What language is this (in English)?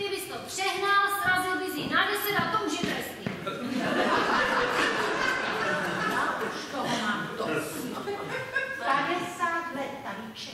Czech